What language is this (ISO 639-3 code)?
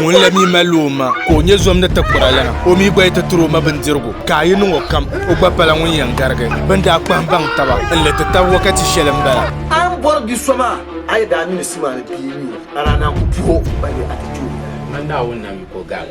dag